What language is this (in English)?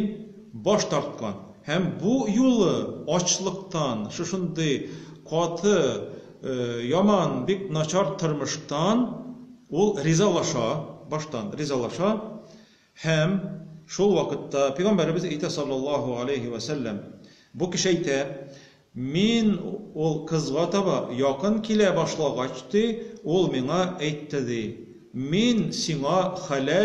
Tatar